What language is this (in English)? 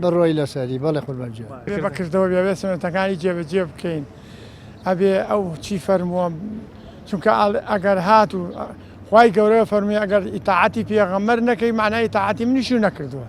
Central Kurdish